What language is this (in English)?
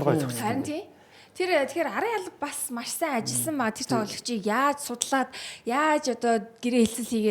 Mongolian